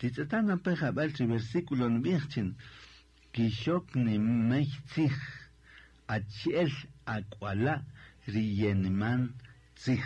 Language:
Kaqchikel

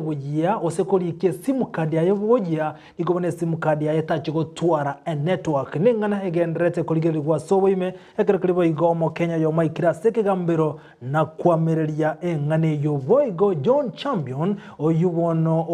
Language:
Gusii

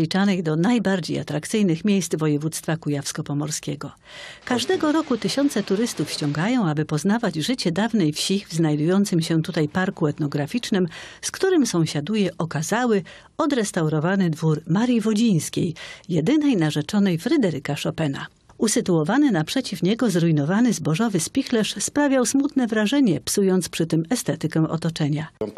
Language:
Polish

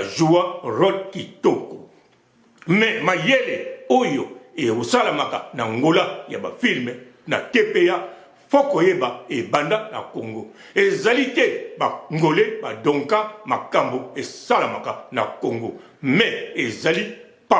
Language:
Lingala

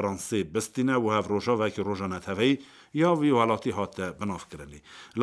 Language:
Kurdish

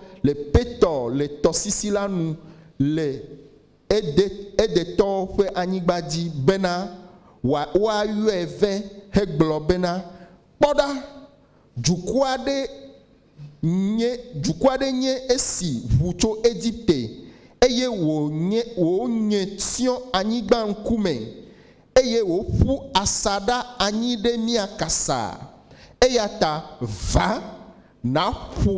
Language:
Ewe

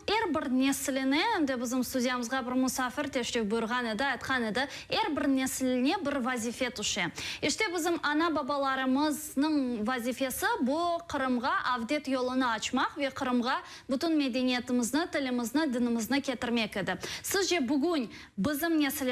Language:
Crimean Tatar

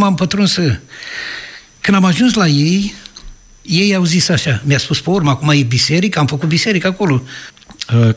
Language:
Romanian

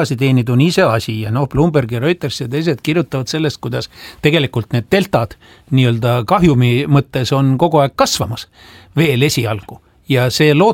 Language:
Estonian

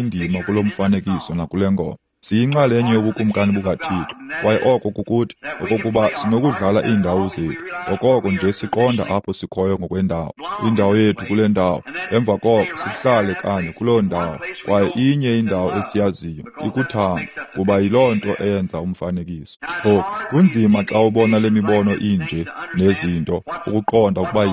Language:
Xhosa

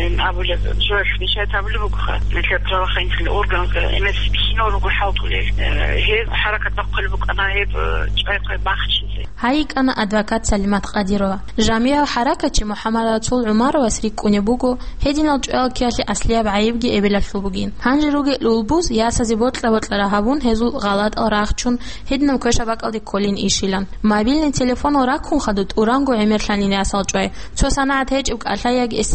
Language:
Avaric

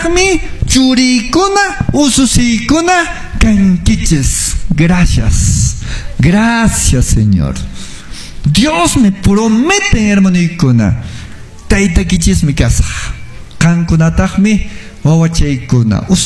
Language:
Quechua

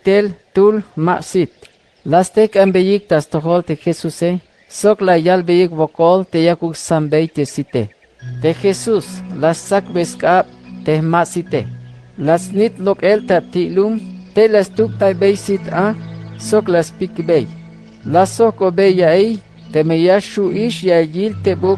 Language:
Tzeltal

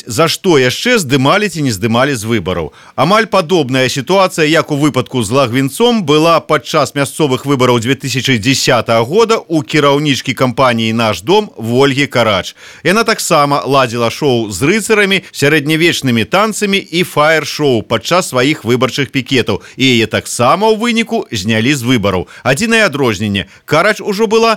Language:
Belarusian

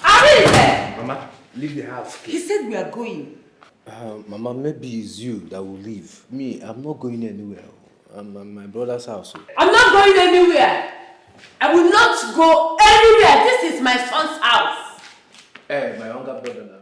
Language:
Nigerian Pidgin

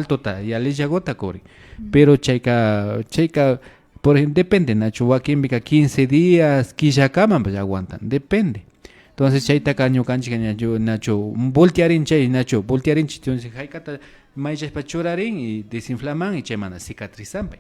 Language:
Imbabura Highland Quichua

